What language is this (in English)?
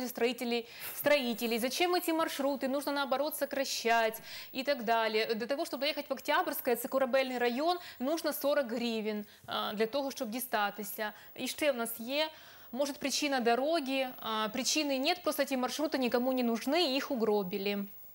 Ukrainian